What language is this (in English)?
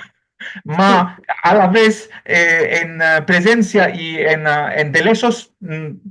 Ladino